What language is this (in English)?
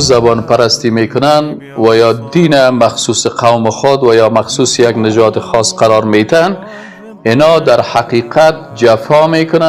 Persian